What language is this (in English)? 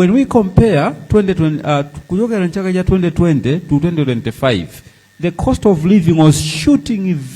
Nyanja